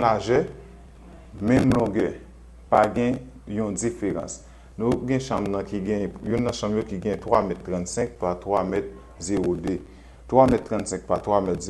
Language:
Haitian Creole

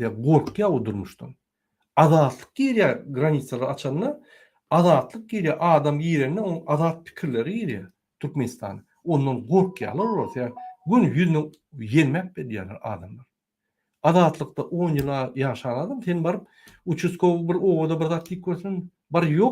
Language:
Turkmen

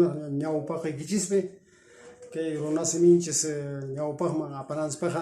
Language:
Quechua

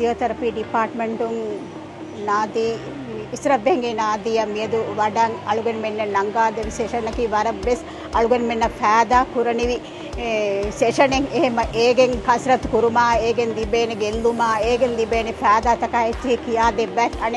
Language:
Divehi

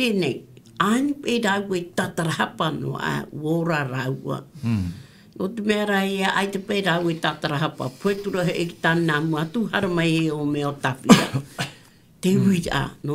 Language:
Tahitian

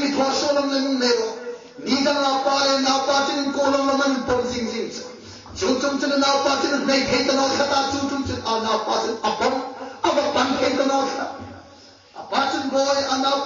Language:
Hmar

